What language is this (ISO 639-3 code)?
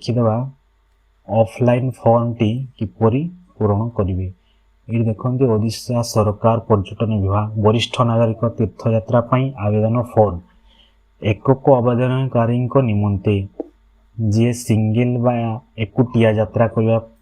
ori